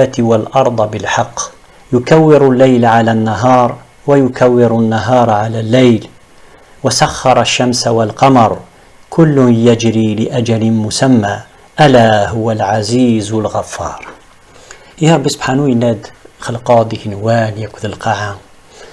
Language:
Kabyle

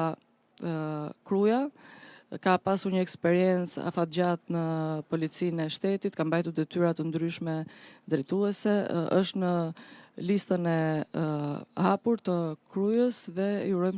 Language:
Albanian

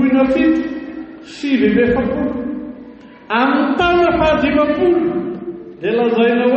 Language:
Malagasy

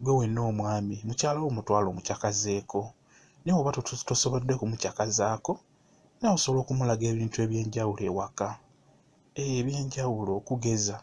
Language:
Ganda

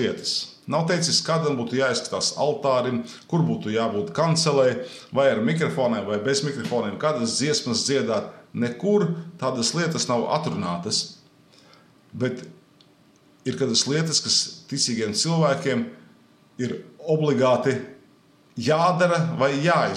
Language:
Latvian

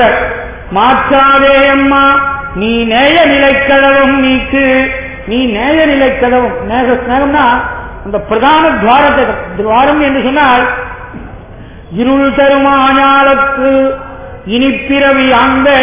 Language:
Tamil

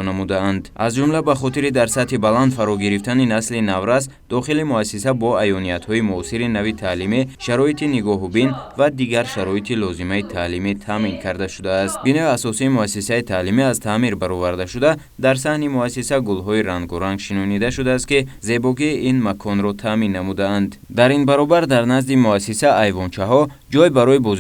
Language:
Tajik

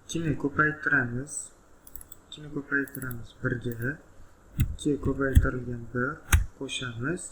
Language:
Uzbek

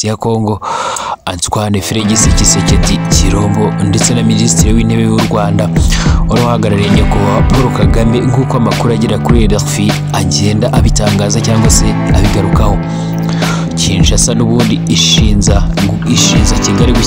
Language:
Kinyarwanda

